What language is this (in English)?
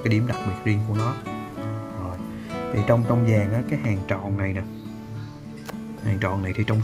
Vietnamese